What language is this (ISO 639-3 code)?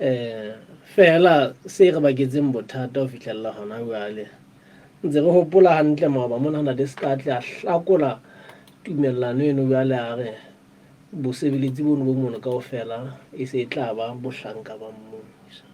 sot